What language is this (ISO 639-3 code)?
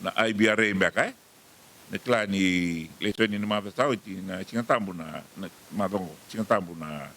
fij